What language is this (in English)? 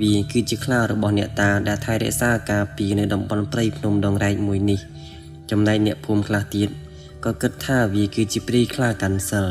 Khmer